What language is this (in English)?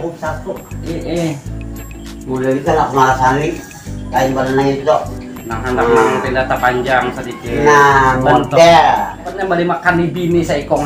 Banjar